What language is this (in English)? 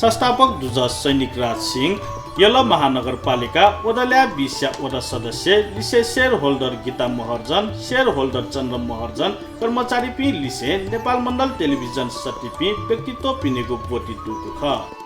Newari